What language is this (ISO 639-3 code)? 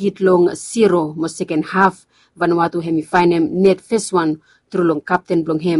bis